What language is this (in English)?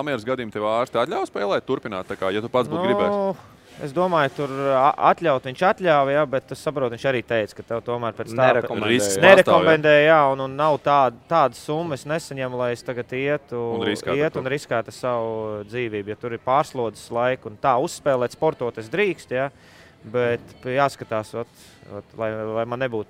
Latvian